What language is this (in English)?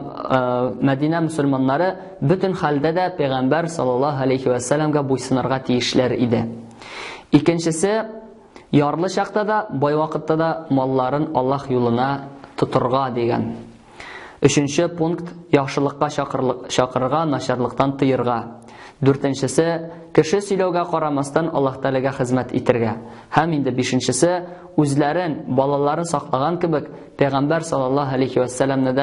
Tatar